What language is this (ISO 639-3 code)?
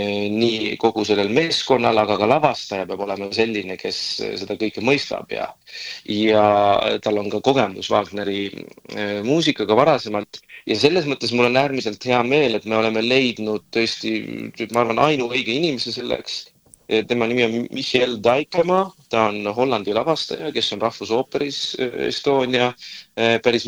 est